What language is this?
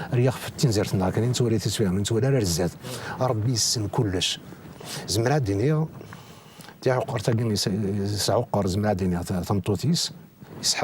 Kabyle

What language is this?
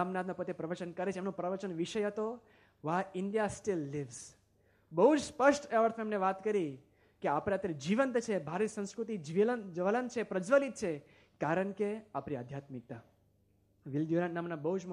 Gujarati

